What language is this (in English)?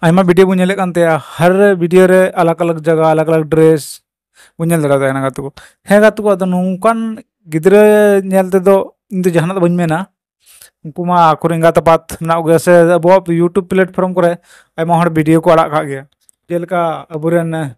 Santali